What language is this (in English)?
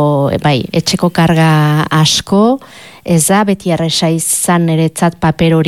Basque